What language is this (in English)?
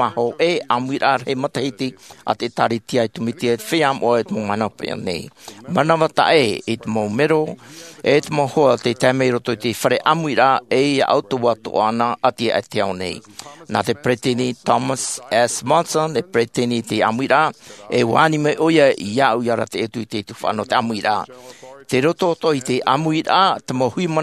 Tahitian